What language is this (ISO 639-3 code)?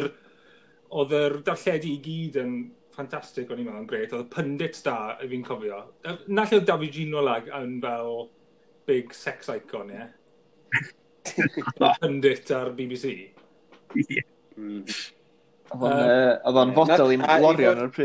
cym